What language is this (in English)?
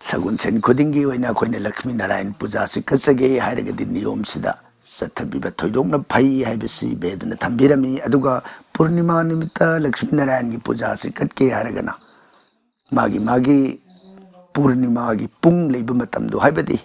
Manipuri